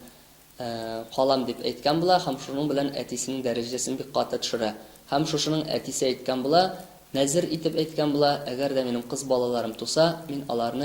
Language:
Tatar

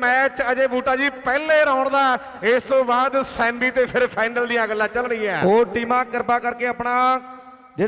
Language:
Punjabi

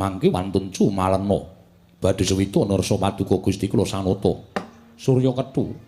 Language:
Javanese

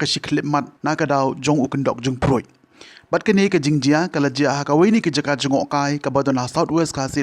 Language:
Khasi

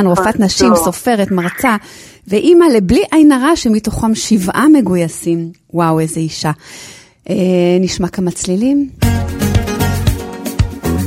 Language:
Hebrew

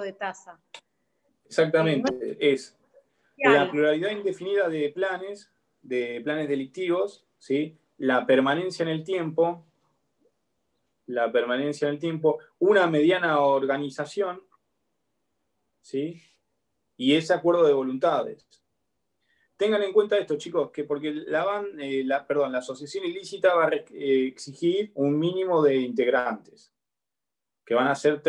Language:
Spanish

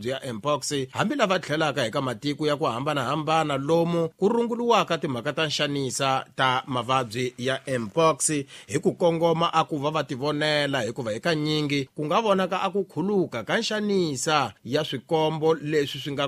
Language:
Tsonga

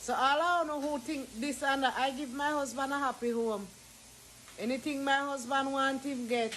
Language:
Jamaican Creole English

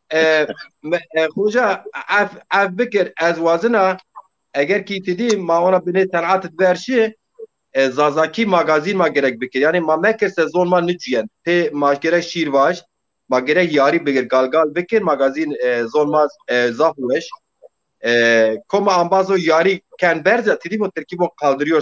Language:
Zaza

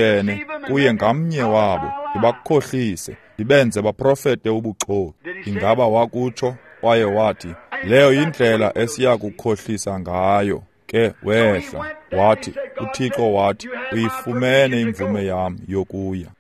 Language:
Xhosa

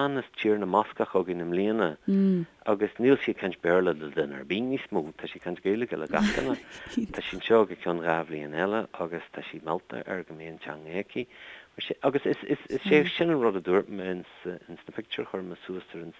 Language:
Irish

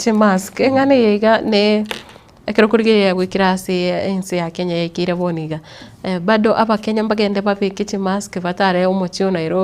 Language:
Gusii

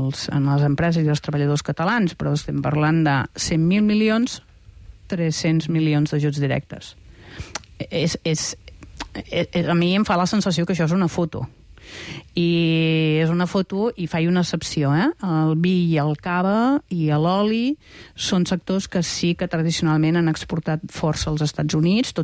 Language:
Catalan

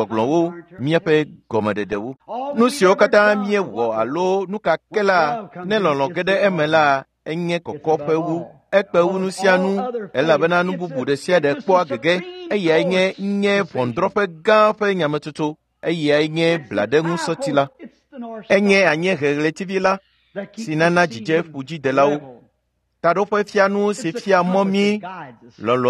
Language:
Ewe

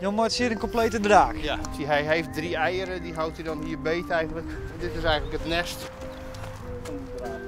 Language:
Western Frisian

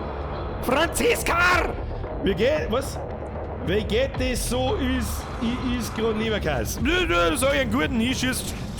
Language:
Bavarian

